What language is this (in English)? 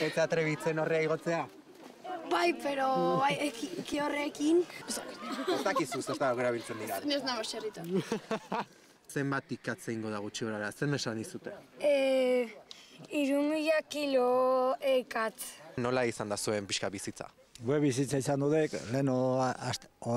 Basque